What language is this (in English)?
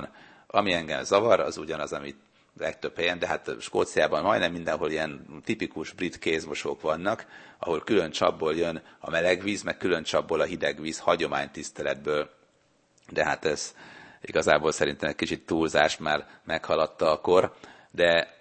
Hungarian